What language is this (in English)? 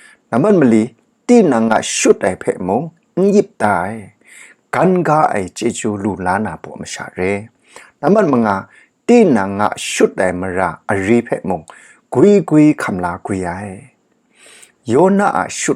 Kachin